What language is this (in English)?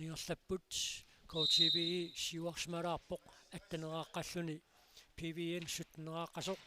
Kalaallisut